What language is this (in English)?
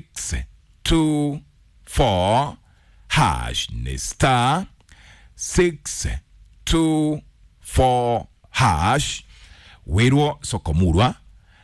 Kikuyu